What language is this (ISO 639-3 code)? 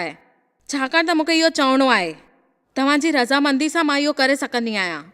snd